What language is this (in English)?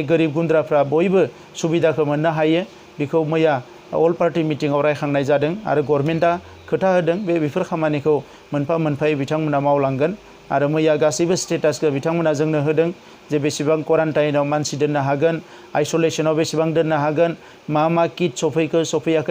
Bodo